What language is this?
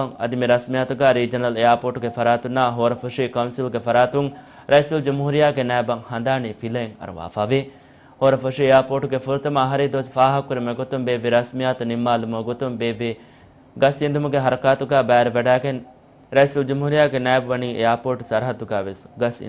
Divehi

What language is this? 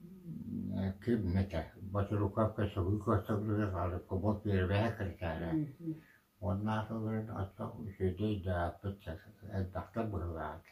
Yakut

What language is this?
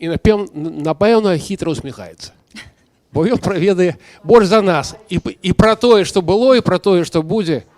Belarusian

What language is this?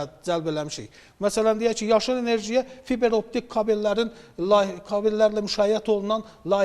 Azerbaijani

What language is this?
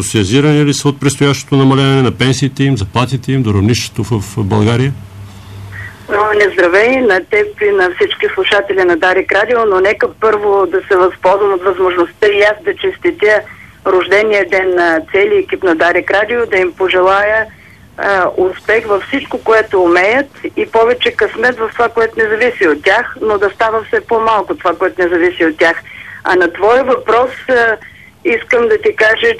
Bulgarian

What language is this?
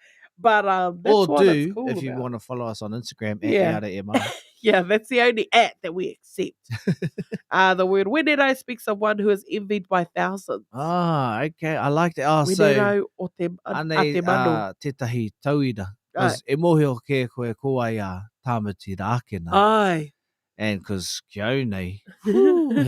Māori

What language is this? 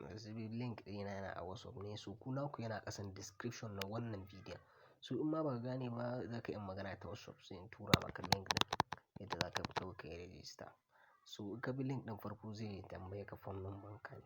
Hausa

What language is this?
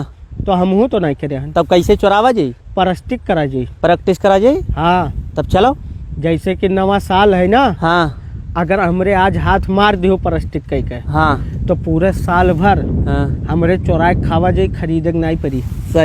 Awadhi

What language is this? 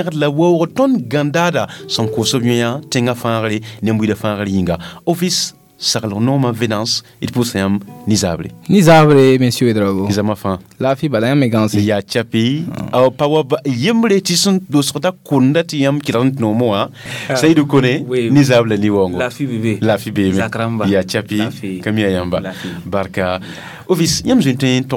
Mossi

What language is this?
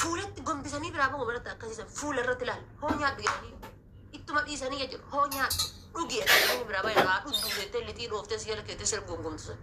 Oromo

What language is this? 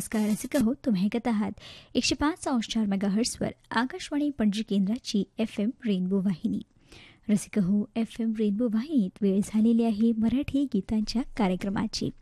Marathi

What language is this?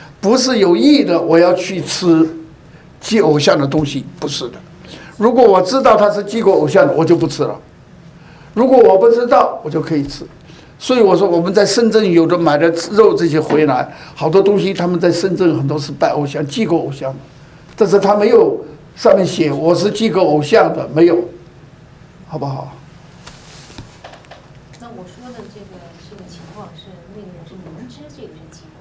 Chinese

